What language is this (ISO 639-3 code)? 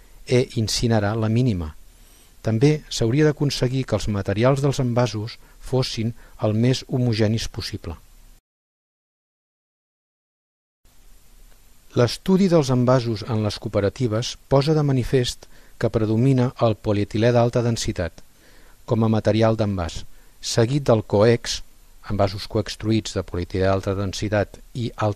cat